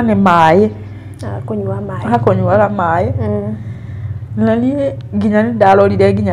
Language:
Kikuyu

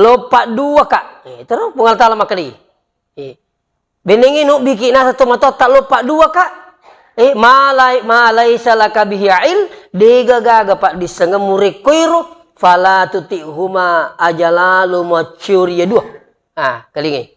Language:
Buginese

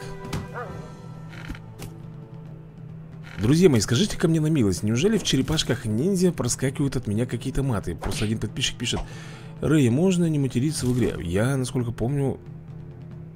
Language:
Russian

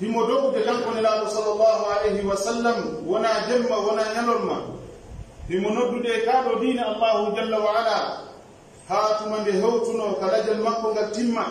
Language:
Pular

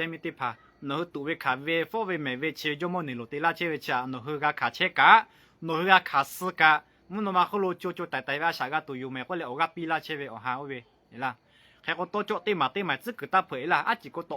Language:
Lahu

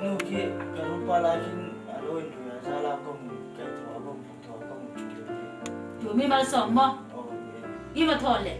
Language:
Hmar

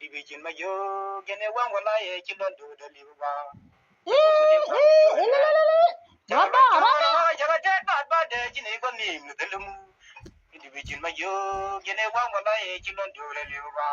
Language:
Nuer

